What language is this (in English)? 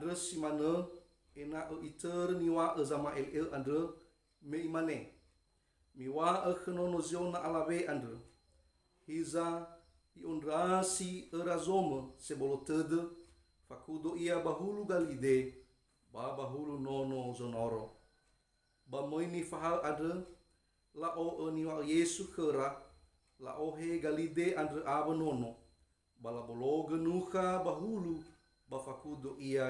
Nias